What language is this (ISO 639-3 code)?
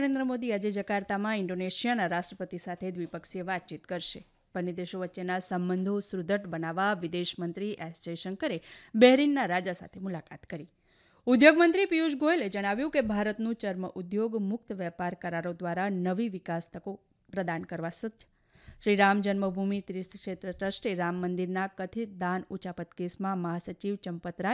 guj